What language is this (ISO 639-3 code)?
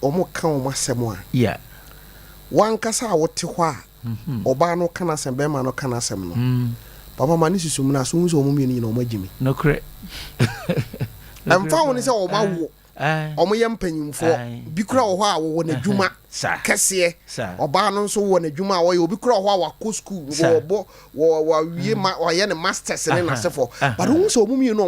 aka